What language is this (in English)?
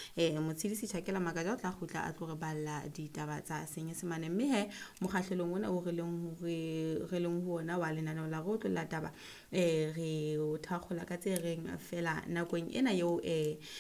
Southern Sotho